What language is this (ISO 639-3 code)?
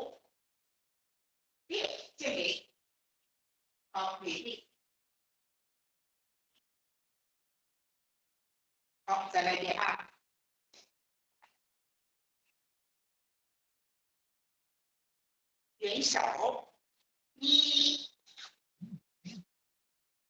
zho